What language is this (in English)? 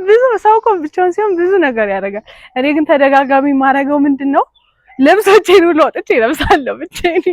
Amharic